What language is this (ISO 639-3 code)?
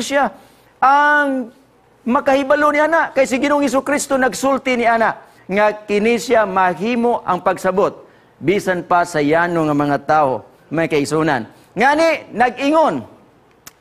ceb